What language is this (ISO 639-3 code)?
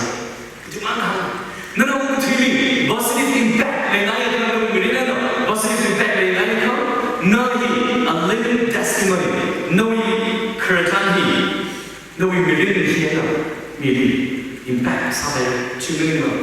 nmf